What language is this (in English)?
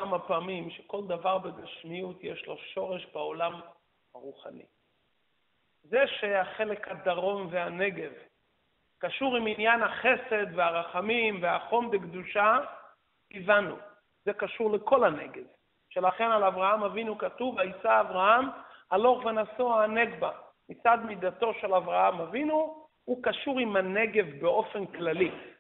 Hebrew